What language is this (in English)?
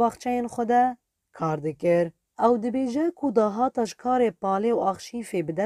Kurdish